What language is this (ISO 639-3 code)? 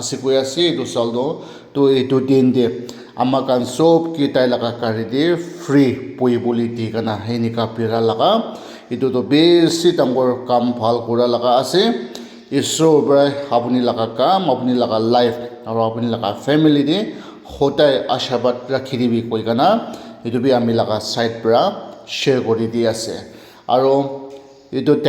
nag